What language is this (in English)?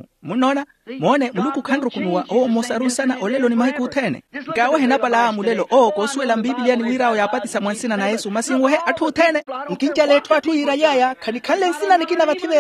Makhuwa